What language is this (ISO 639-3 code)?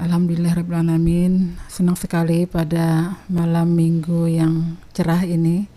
bjn